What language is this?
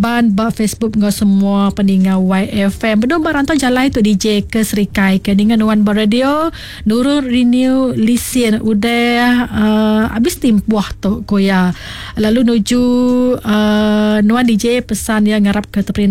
Iban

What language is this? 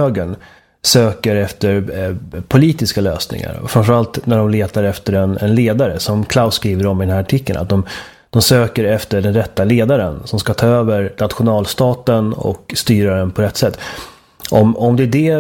Swedish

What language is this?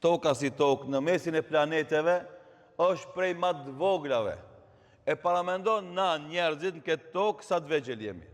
Albanian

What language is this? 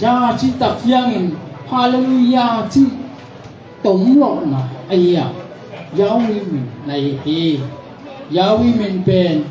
Tedim Chin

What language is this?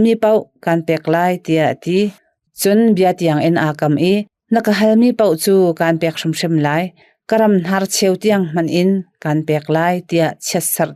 Hakha Chin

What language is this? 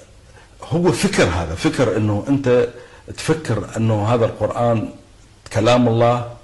Arabic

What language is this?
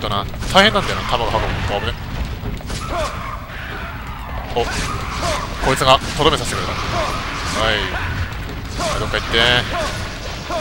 Japanese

